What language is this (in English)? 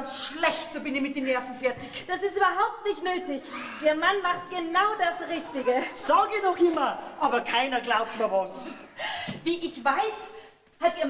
Bavarian